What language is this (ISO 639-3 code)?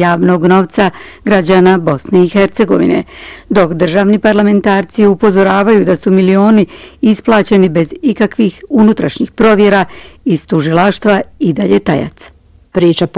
bos